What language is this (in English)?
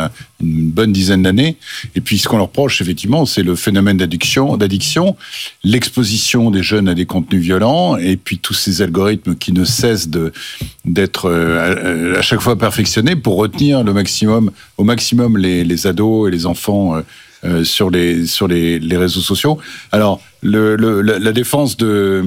French